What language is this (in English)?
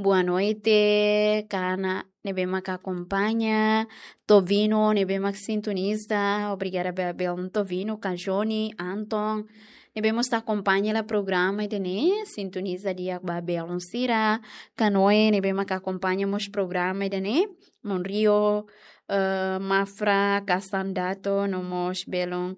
Tetum